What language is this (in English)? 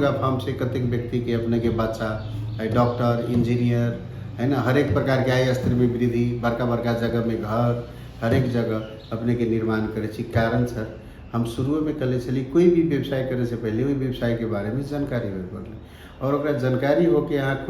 Maithili